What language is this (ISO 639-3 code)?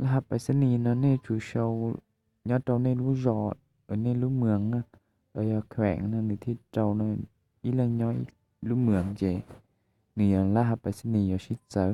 hmn